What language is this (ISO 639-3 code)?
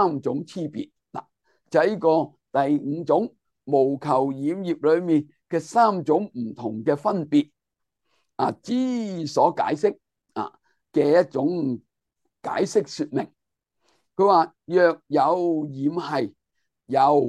yue